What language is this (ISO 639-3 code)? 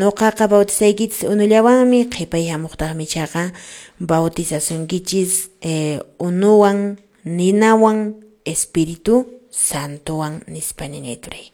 que